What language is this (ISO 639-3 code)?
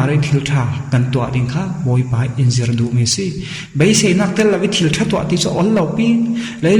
cfm